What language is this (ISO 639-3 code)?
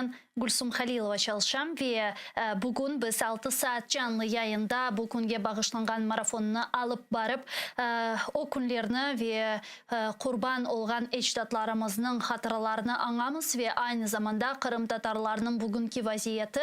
crh